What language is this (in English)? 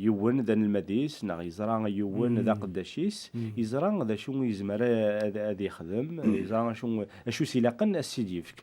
Kabyle